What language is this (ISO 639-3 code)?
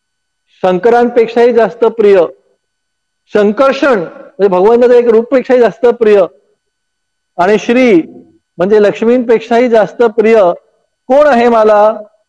mar